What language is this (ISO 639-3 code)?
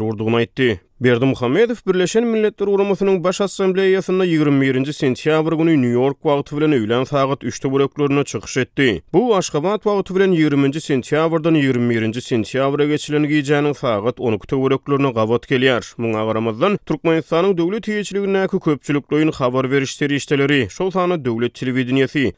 tuk